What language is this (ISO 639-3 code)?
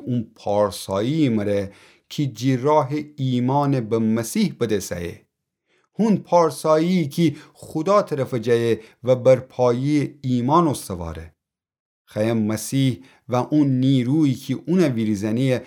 glk